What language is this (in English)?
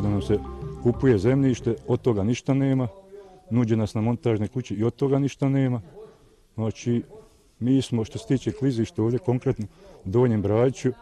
Bosnian